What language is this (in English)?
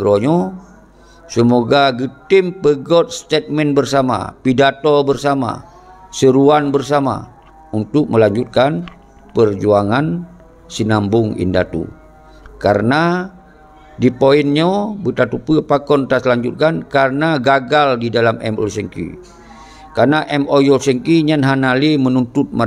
Achinese